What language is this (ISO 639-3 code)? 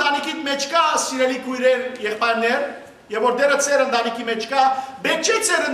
hyw